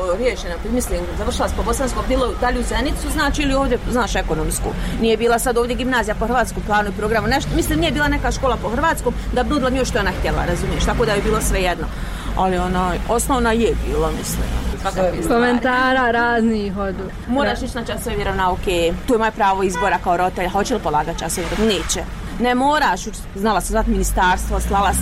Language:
Bosnian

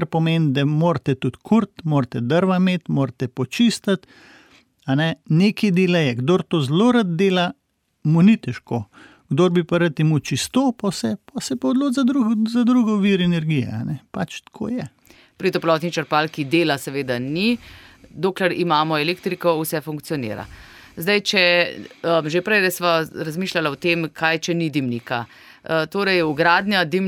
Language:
Slovenian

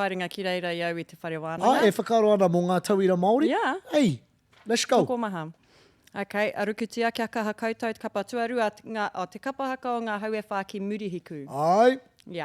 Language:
Māori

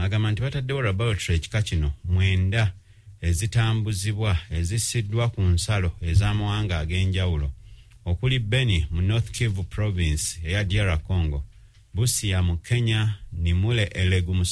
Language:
Ganda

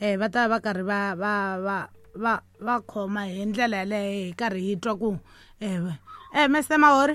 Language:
Tsonga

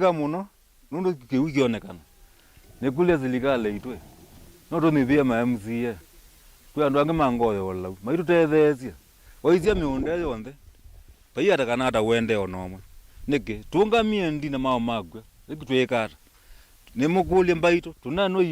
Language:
Kamba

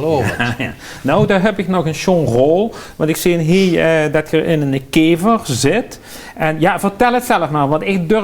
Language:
Limburgish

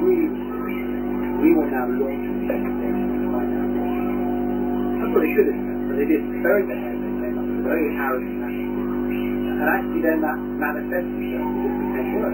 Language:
English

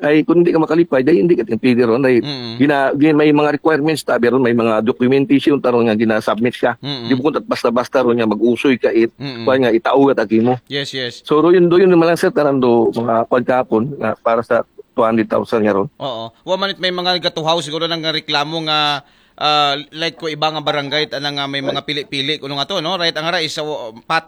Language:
Aklanon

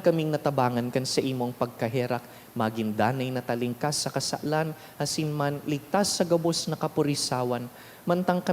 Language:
Bikol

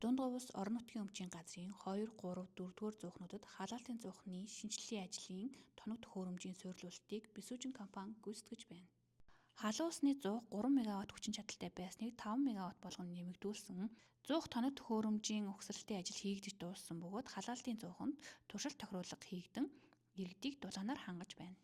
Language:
Mongolian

